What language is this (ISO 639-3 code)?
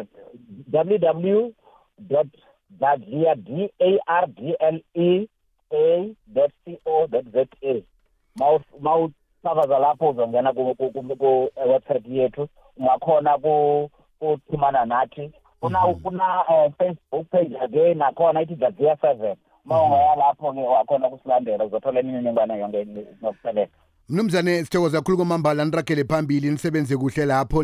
nbl